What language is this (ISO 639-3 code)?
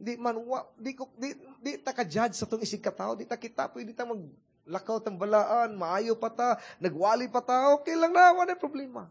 ceb